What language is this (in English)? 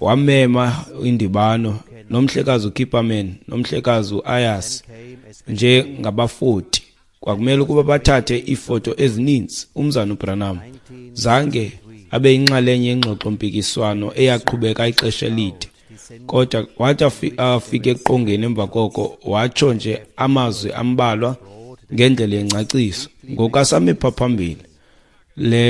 Xhosa